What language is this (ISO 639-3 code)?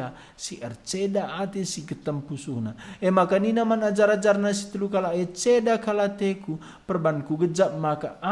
btx